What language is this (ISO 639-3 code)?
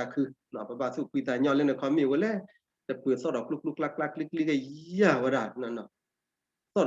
ksw